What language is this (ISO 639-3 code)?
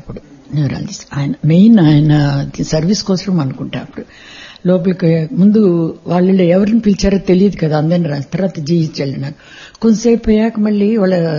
tel